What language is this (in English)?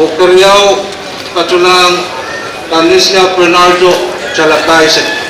Pohnpeian